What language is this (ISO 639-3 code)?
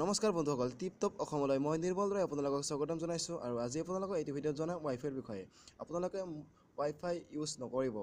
asm